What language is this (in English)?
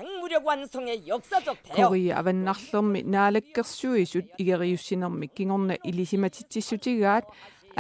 Kalaallisut